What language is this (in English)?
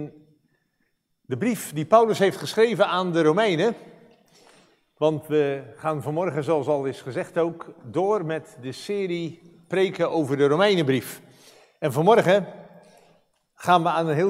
Dutch